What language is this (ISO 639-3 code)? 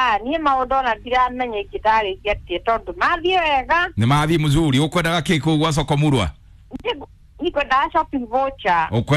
kik